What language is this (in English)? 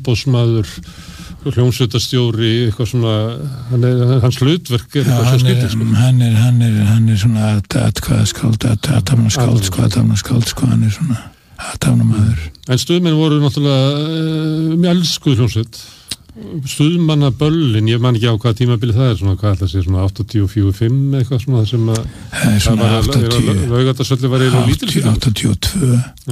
Icelandic